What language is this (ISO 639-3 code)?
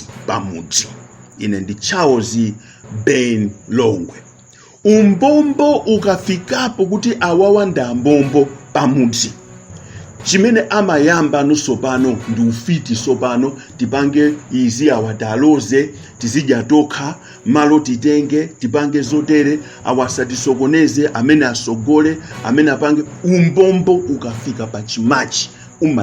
nya